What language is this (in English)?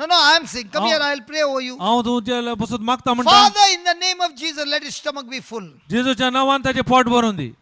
Konkani